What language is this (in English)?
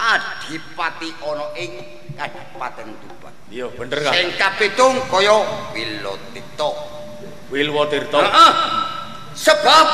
Javanese